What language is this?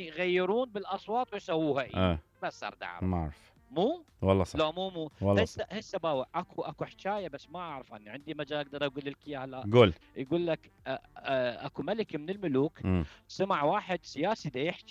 Mesopotamian Arabic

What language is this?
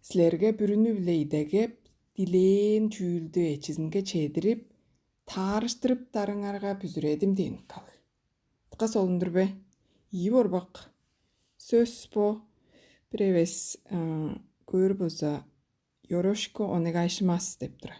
Tuvinian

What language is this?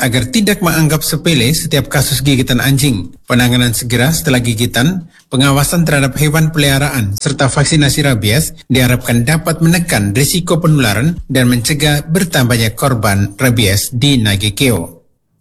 Indonesian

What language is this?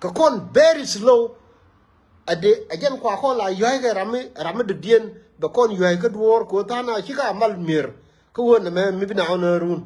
Nuer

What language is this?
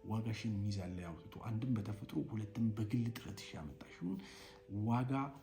Amharic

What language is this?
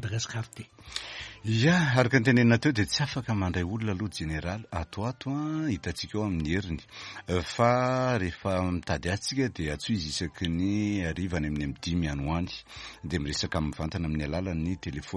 Malagasy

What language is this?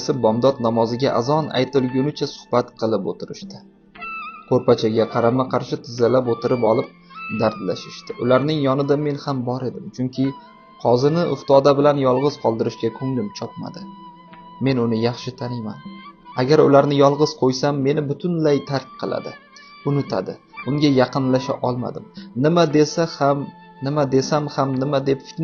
Uzbek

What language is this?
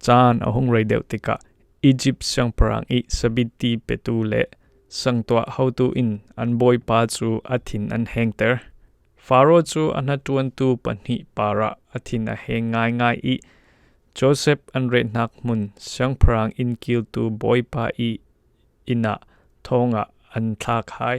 Falam Chin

